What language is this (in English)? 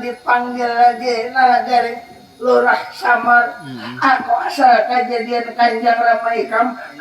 Banjar